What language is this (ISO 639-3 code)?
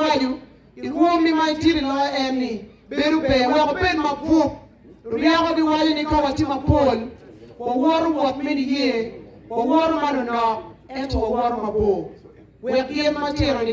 ach